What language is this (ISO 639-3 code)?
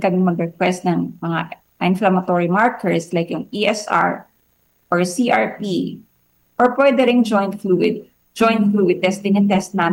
fil